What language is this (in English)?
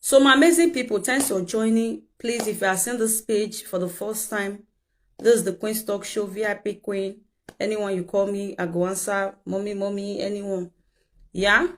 Nigerian Pidgin